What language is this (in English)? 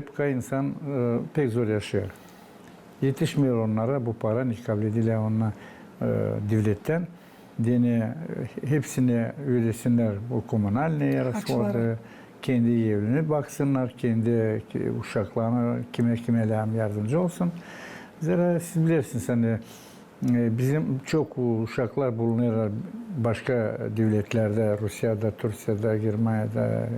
Gagauz